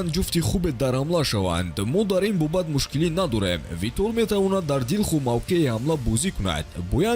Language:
Tajik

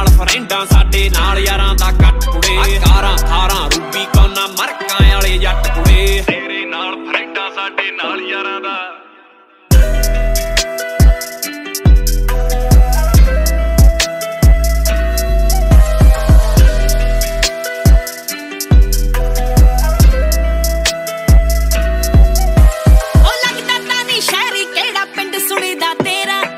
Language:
Punjabi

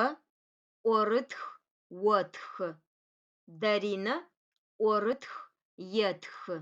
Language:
Adyghe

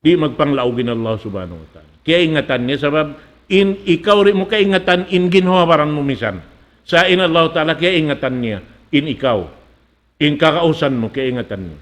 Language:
Tausug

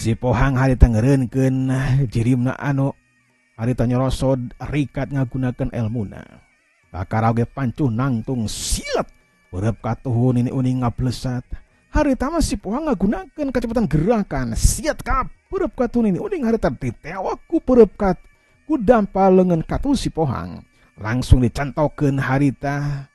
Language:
Sundanese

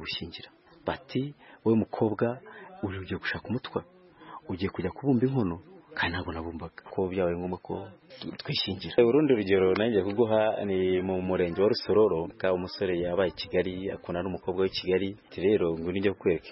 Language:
Kinyarwanda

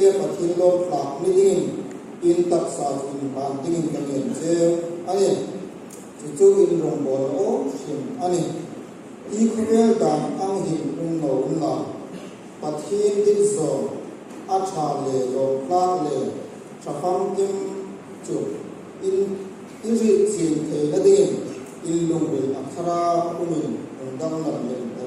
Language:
Hmar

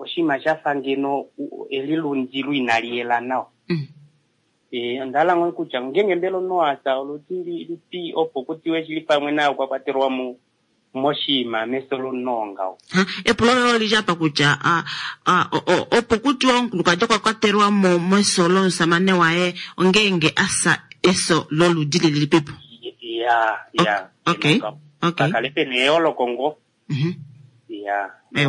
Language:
Kuanyama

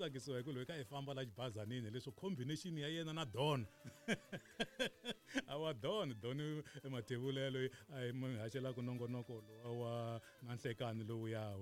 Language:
Tsonga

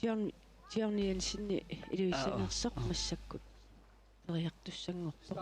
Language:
Kalaallisut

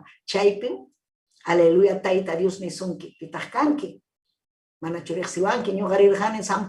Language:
Ayacucho Quechua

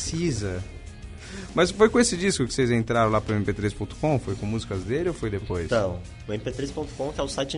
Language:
Portuguese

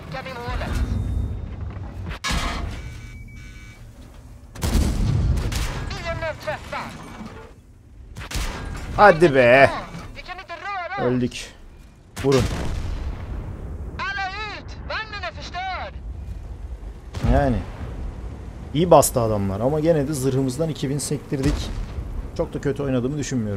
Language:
Turkish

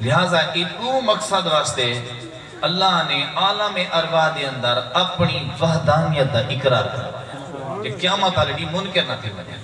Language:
Saraiki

